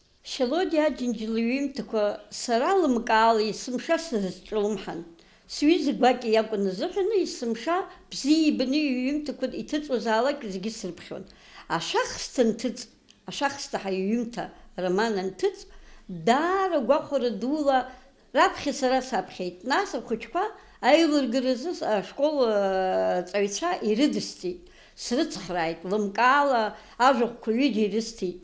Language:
Abkhazian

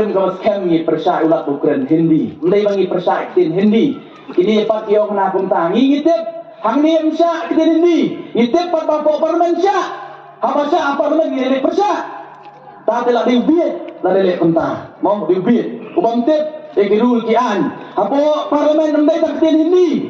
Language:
Khasi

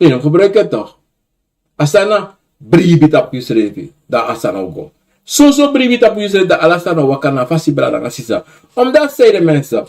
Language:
Sranan Tongo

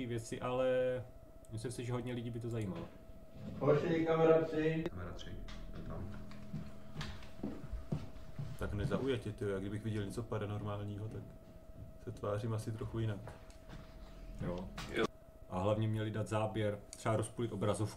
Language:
Czech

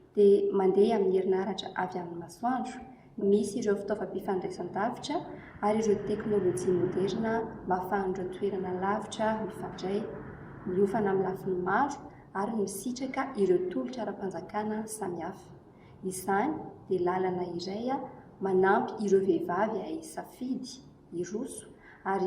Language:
Malagasy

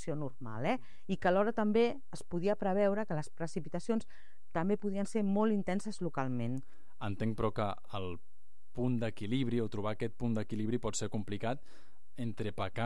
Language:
Catalan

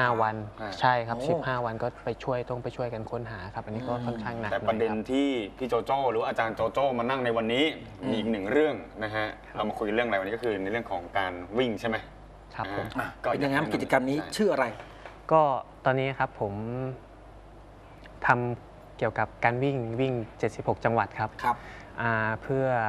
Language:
Thai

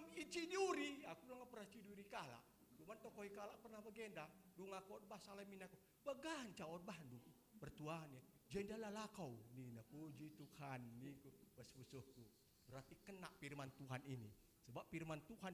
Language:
Batak Karo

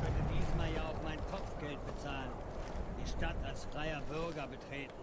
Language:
Swiss German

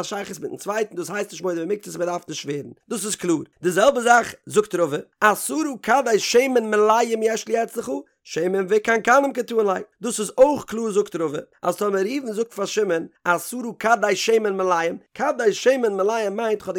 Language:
Yiddish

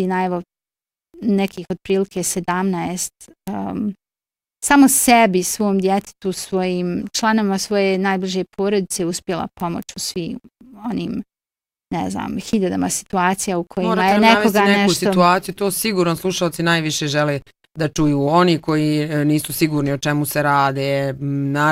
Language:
Bosnian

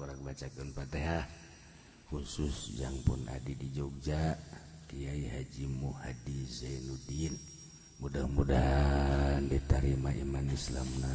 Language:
Sundanese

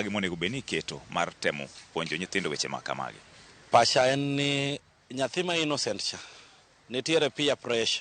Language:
Luo (Kenya and Tanzania)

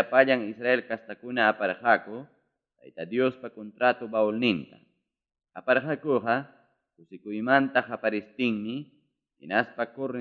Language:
Ayacucho Quechua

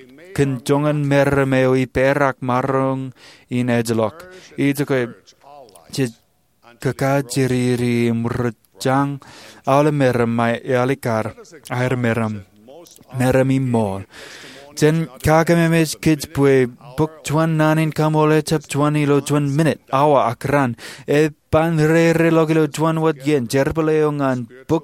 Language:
Marshallese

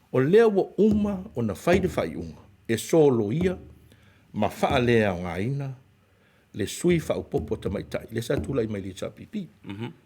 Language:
Samoan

